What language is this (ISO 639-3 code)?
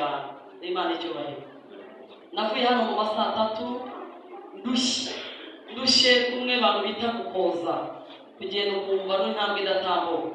kin